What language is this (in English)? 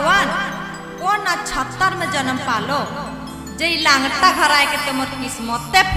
Sadri